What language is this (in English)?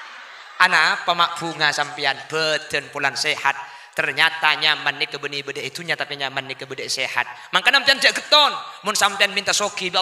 Madurese